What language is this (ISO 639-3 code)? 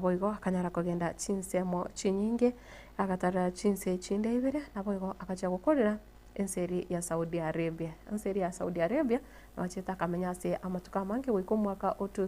guz